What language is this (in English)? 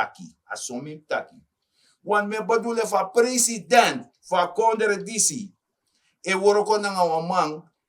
Sranan Tongo